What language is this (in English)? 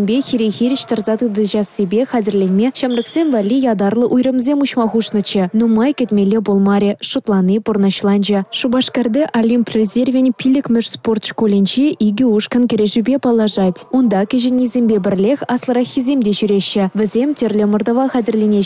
Chuvash